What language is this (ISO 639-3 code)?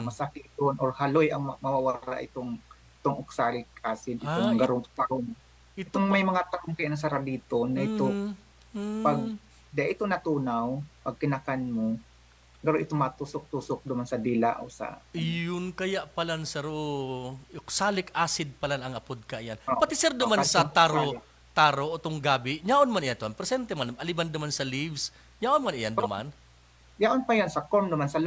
bik